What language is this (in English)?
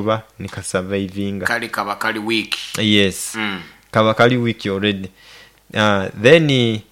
Nyoro